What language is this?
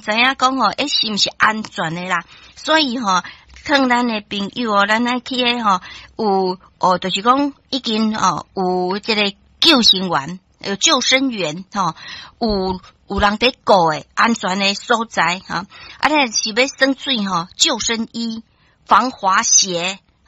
Min Nan Chinese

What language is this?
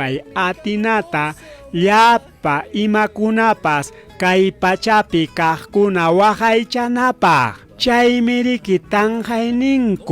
Ayacucho Quechua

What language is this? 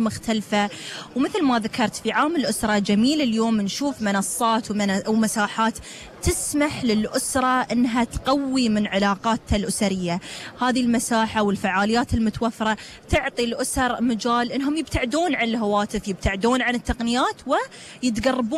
Gulf Arabic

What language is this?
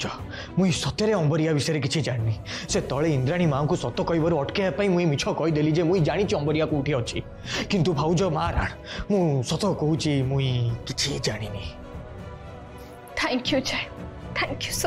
Odia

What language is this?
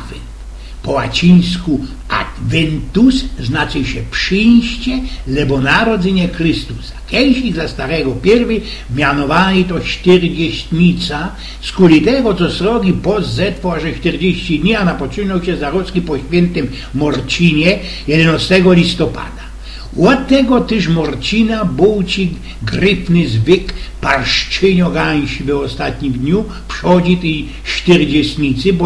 Silesian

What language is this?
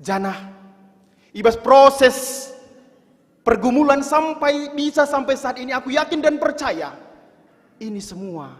Batak Karo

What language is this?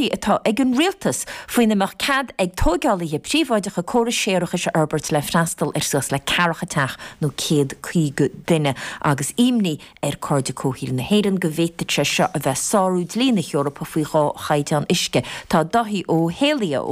Irish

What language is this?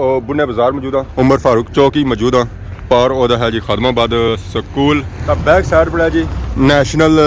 Pahari-Potwari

